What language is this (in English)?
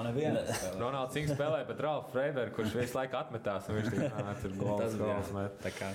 Latvian